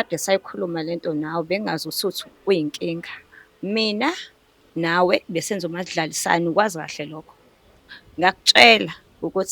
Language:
Zulu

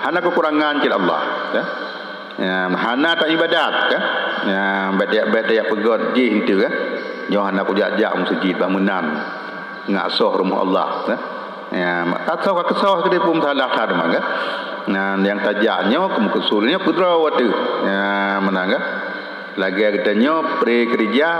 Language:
Achinese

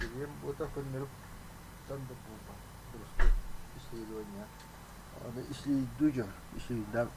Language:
Yakut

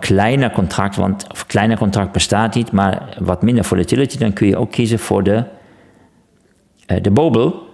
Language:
Dutch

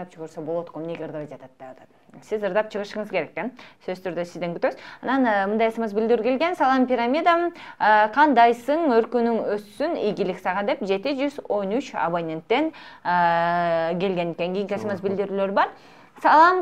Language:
Kyrgyz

